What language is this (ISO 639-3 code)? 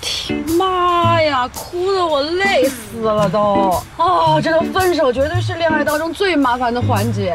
zho